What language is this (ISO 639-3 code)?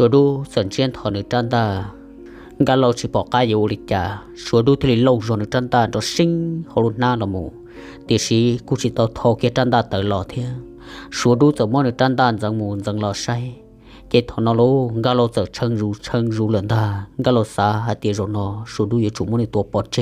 hmn